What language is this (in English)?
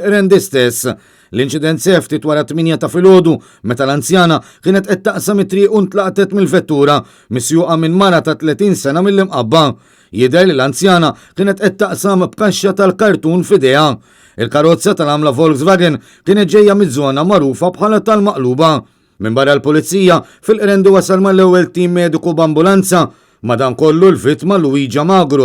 Maltese